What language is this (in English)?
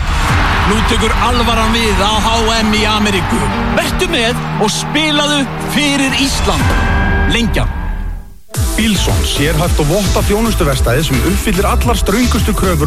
Icelandic